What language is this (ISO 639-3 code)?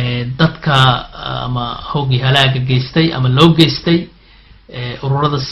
som